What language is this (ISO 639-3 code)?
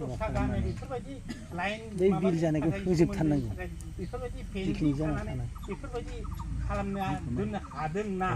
brx